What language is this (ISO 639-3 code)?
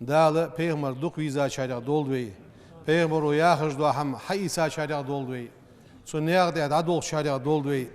inh